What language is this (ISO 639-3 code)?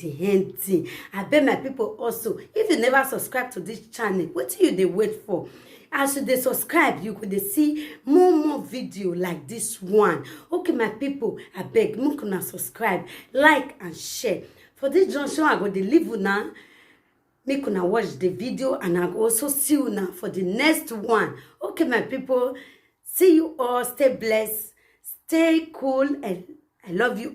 pcm